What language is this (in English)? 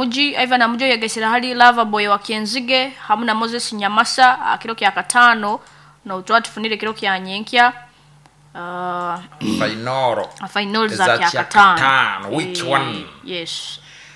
Nyoro